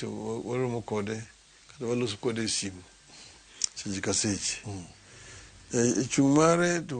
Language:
Luo (Kenya and Tanzania)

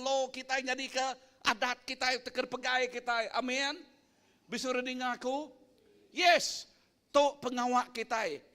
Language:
Iban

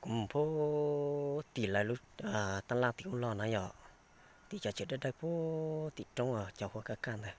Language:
Hmong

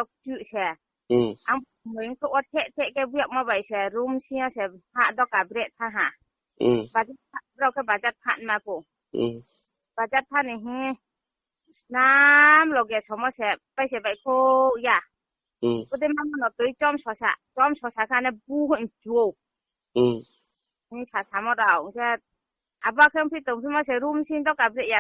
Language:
Riang (India)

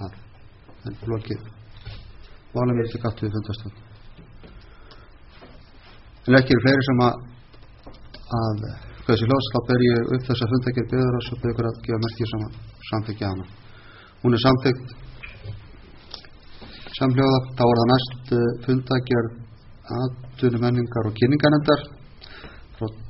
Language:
Icelandic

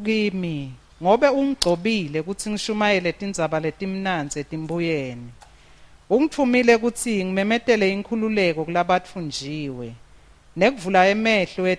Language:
Swati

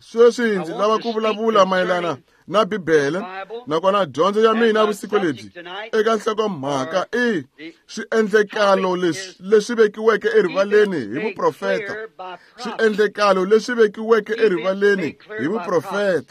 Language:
Tsonga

